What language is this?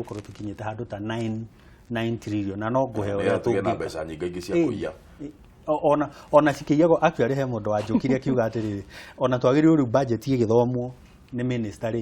Kikuyu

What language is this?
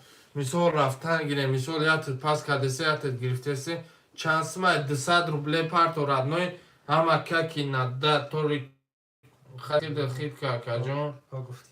Tajik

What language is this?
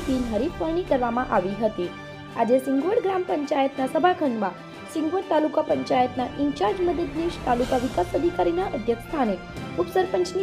Gujarati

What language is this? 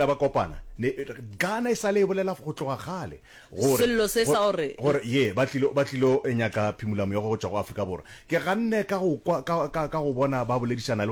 Northern Sotho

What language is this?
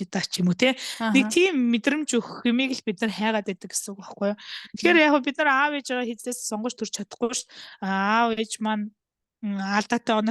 Mongolian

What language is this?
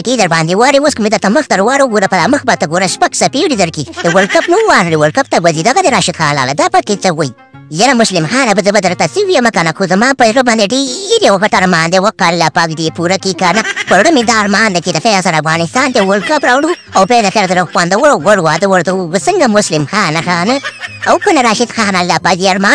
Pashto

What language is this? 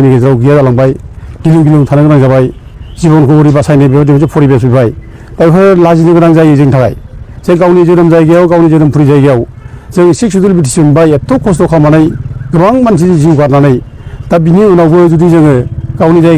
Bodo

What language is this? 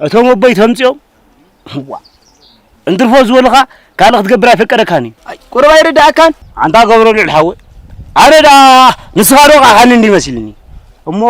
Tigrinya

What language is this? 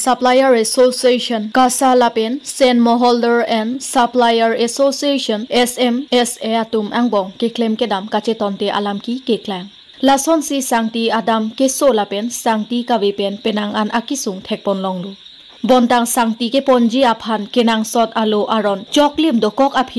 Karbi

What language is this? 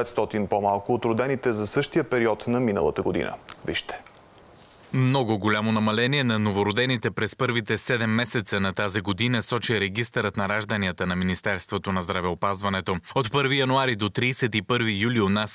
Bulgarian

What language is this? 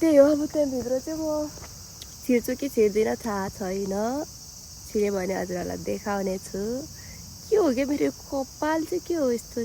Nepali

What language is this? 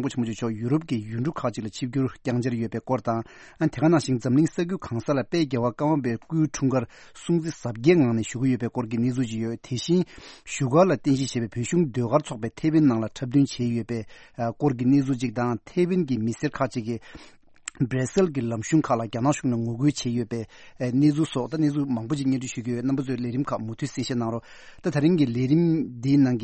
Tibetan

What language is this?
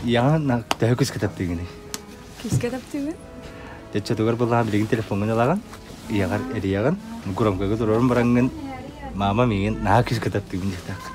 Yakut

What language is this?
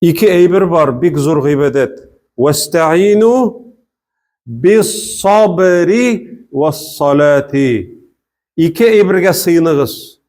Tatar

